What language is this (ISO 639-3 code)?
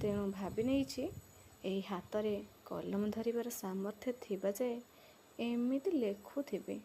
ori